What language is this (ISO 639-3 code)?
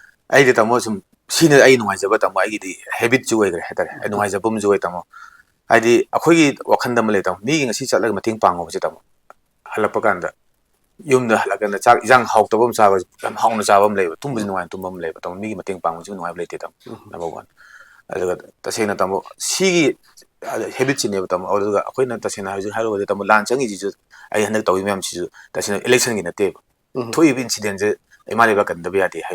mni